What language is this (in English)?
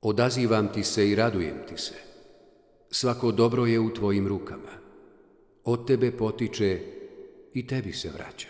Bosnian